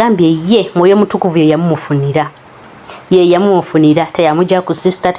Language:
Ganda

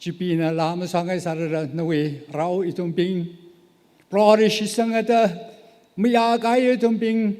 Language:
Tangkhul Naga (India)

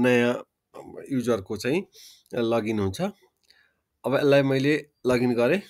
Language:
Nepali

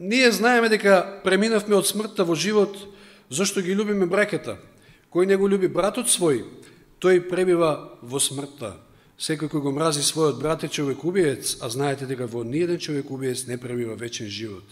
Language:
Macedonian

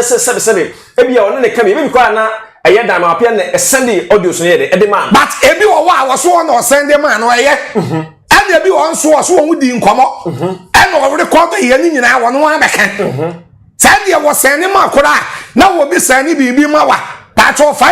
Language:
Akan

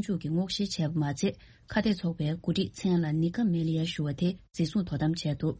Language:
Tibetan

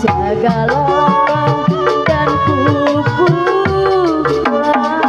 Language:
Betawi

